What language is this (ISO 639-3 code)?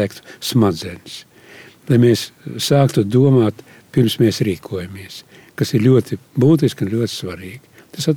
lav